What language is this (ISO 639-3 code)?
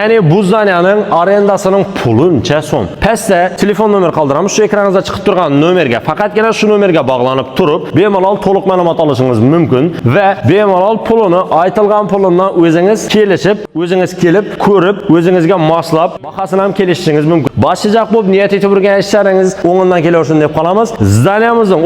uzb